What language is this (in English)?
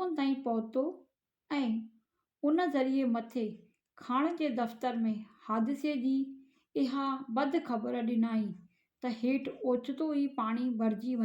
Sindhi